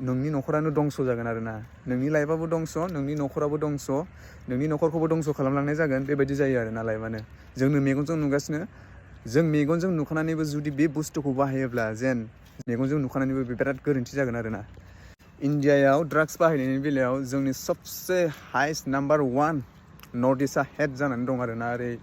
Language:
Bodo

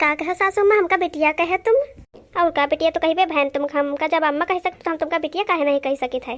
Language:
Awadhi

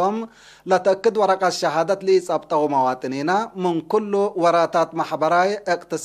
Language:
Tigre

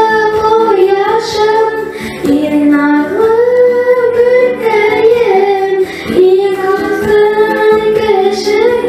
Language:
Bashkir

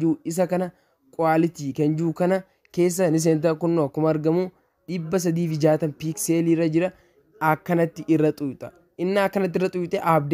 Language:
Oromo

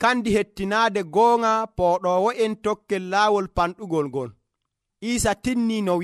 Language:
Nigerian Fulfulde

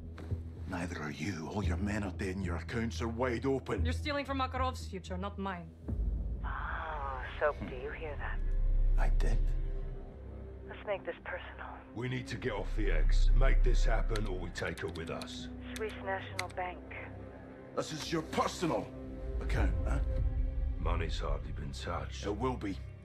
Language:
English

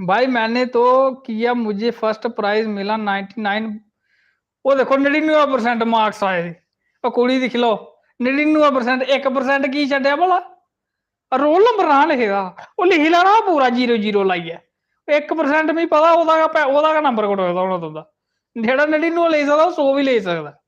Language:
Dogri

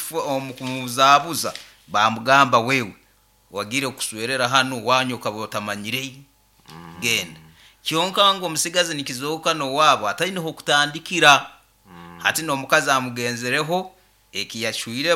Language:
Nyankole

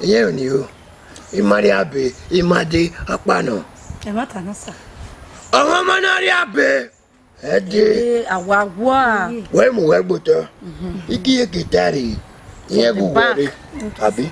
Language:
Bini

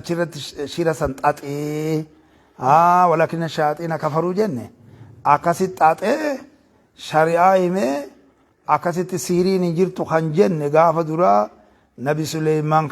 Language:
Oromo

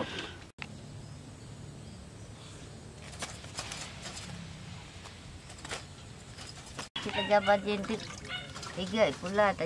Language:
Malay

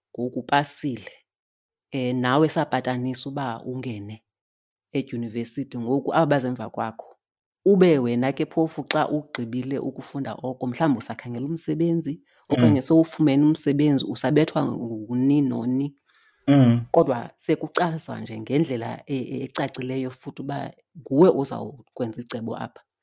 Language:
Xhosa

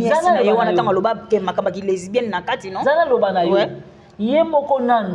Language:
Lingala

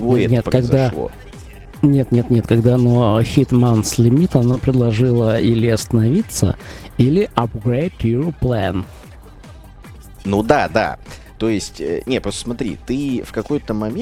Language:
Russian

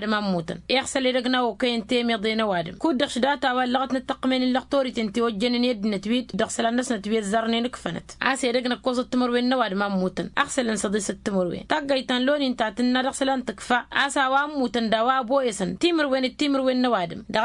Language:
Tamasheq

